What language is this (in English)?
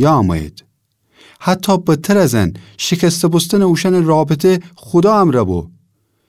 Gilaki